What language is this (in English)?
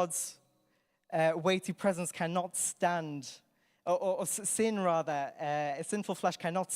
English